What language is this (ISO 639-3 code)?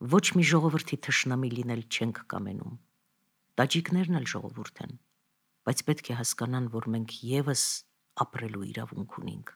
hye